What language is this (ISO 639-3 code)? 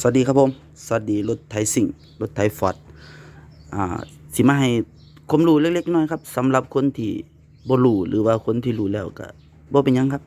lao